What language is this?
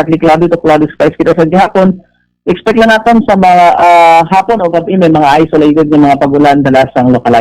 Hiligaynon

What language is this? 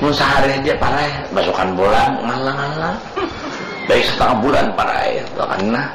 Banjar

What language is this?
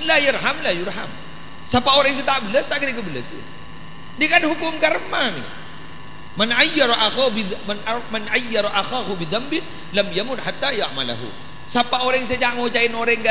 Madurese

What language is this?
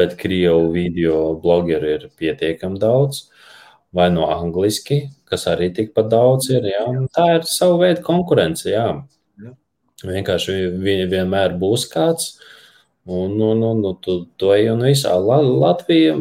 Latvian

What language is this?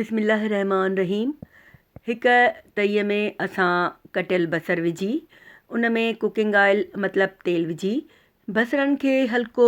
Sindhi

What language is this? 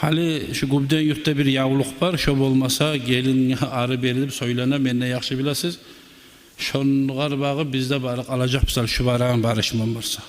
Kumyk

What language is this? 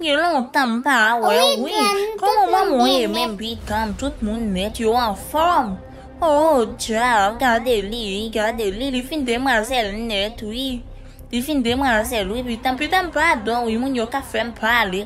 Haitian Creole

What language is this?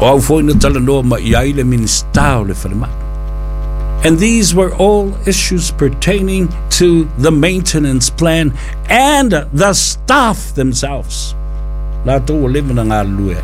Samoan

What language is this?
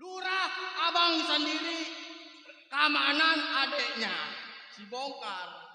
Betawi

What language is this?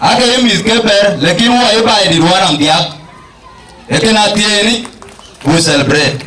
Dinka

